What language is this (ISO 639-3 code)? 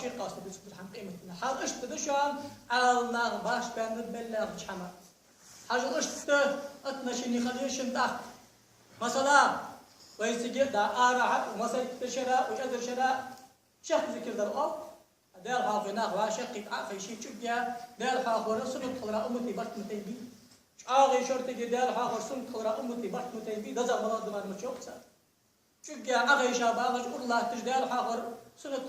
inh